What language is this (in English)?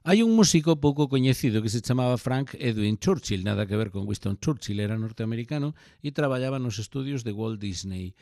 Galician